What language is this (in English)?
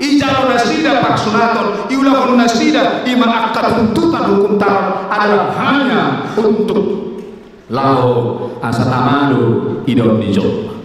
Batak Toba